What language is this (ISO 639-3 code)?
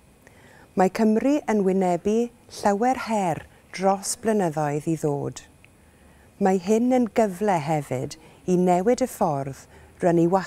cym